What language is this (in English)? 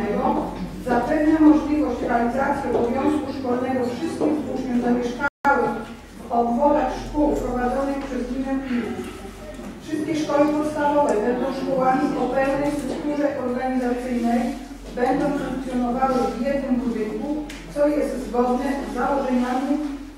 Polish